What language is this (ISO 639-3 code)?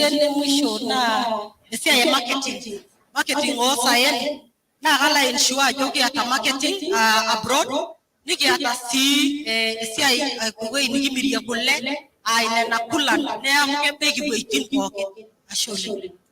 mas